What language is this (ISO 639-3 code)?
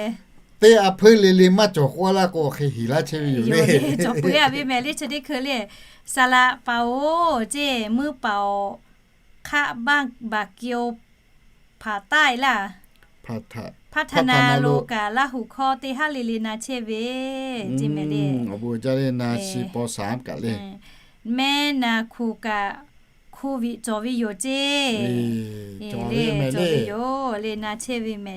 lhu